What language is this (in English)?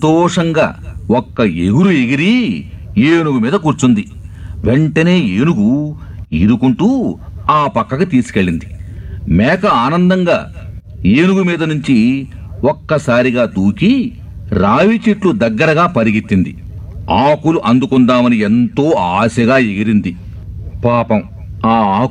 Telugu